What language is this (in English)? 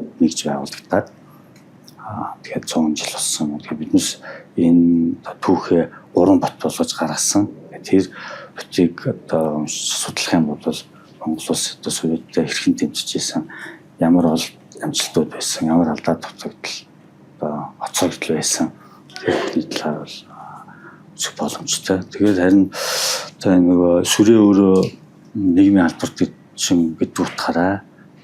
Mongolian